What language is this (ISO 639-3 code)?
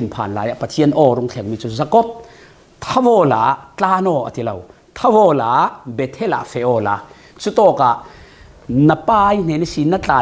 cfm